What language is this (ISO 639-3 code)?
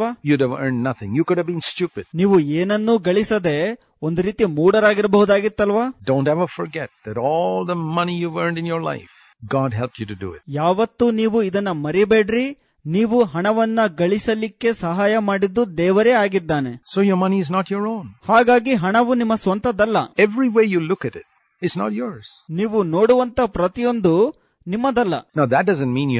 kan